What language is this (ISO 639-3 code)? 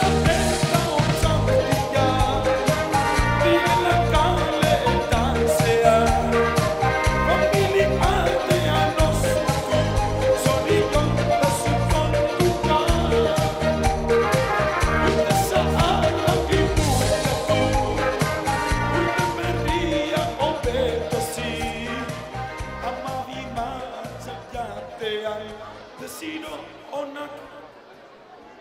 eus